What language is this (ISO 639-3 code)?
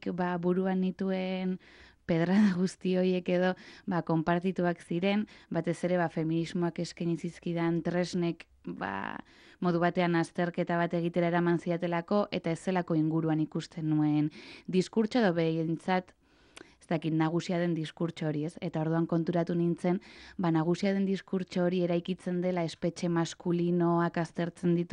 eus